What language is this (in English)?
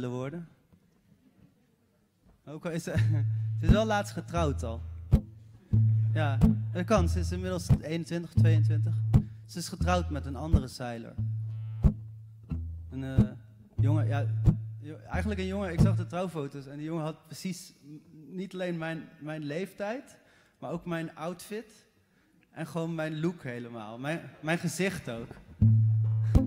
Dutch